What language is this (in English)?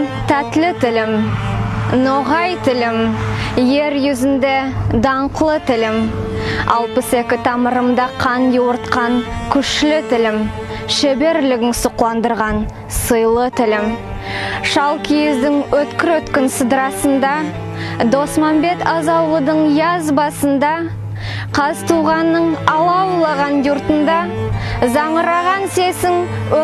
Nogai